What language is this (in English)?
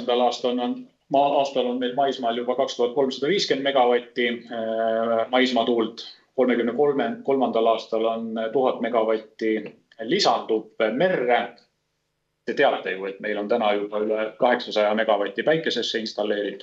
Estonian